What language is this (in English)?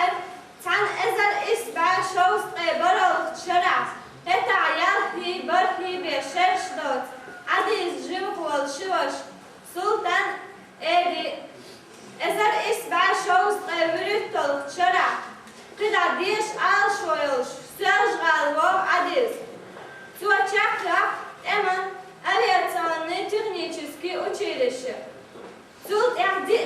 Chechen